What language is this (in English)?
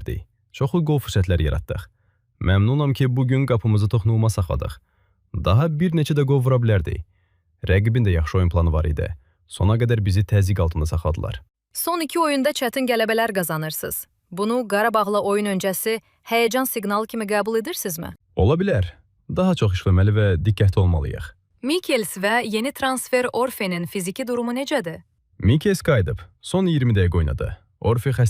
Azerbaijani